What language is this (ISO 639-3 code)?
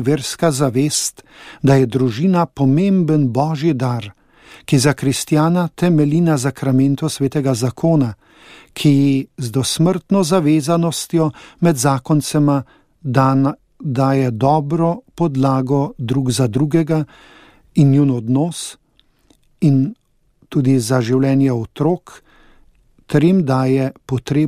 slv